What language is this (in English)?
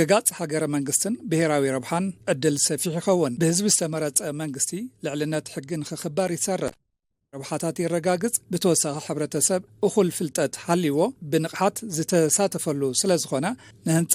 Tigrinya